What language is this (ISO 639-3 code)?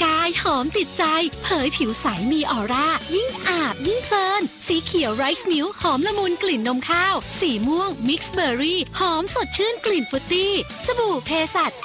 tha